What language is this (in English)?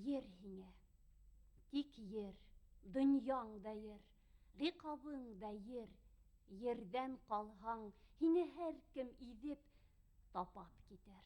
Bashkir